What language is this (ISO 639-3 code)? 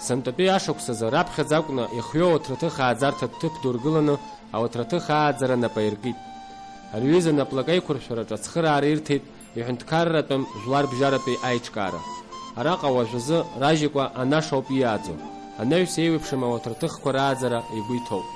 abk